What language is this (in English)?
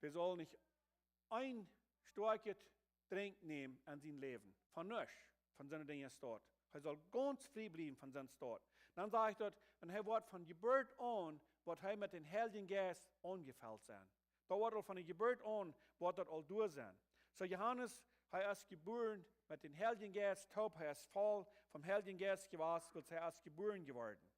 Plautdietsch